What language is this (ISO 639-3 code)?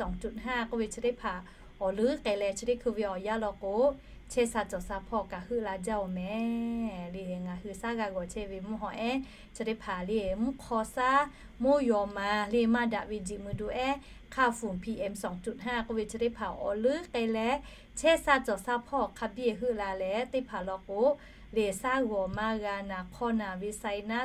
lhu